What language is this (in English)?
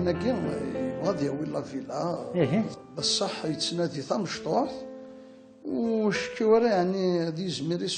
Kabyle